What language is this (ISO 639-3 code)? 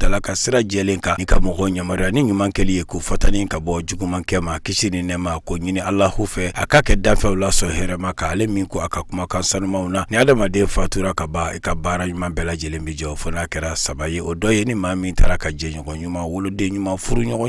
bam